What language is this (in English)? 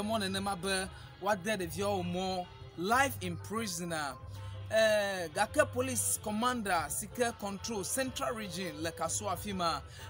Ewe